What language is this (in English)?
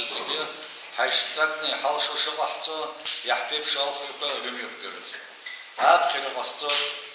Abkhazian